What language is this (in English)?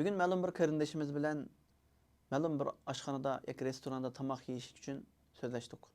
Uyghur